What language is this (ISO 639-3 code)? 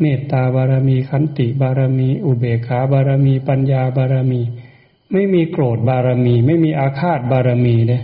tts